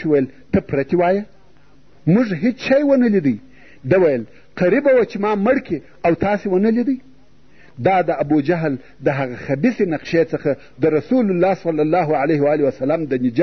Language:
Pashto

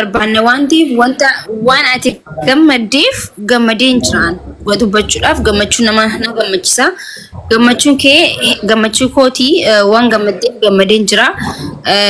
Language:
Oromo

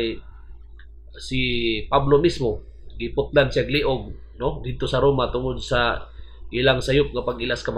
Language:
Cebuano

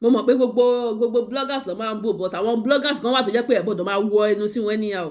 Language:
Yoruba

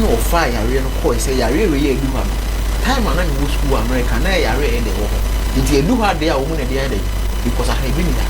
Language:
Akan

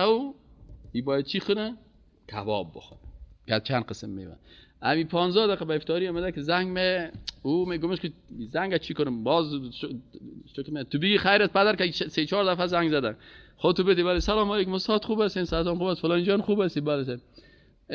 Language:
Persian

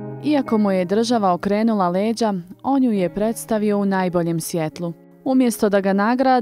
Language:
Bosnian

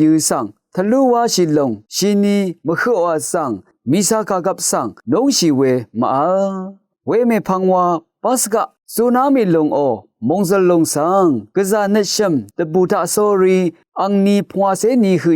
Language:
Rawang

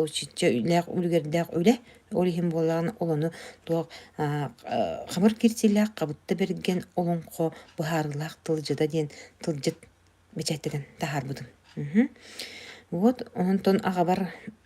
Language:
Yakut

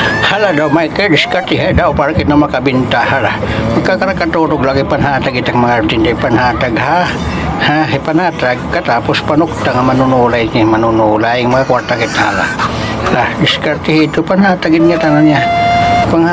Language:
Waray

